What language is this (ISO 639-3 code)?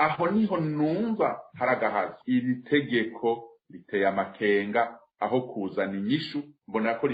run